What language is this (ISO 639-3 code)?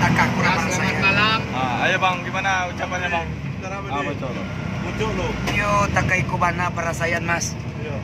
min